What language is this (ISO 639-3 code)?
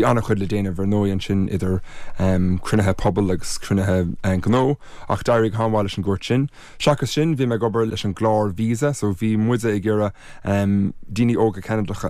gle